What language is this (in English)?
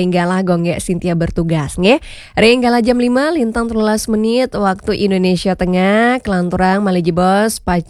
Balinese